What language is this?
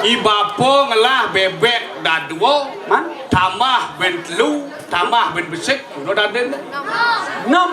Balinese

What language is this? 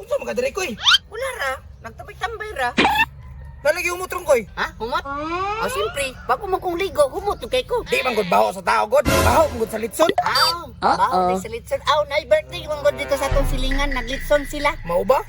Cebuano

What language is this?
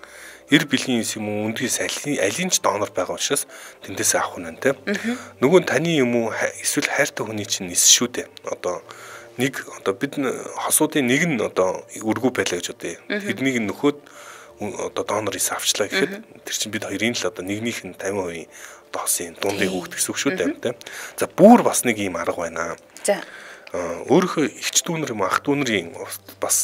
Mongolian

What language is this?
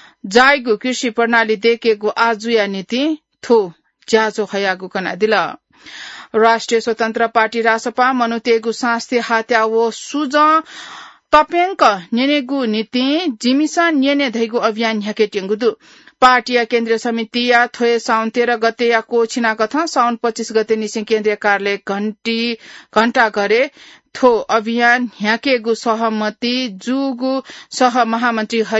Newari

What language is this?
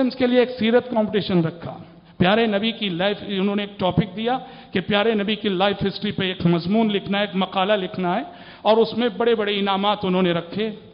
Urdu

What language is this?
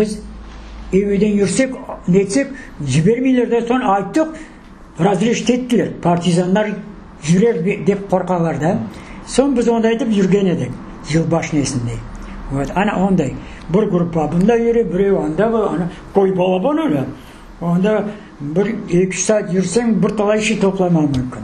Crimean Tatar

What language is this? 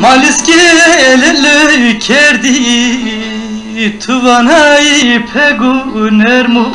Zaza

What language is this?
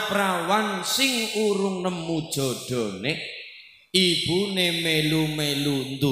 Javanese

